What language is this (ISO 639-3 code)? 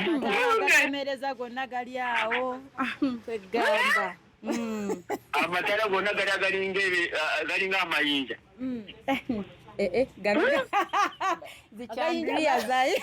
lug